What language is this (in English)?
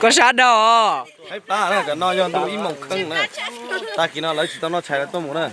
Hmong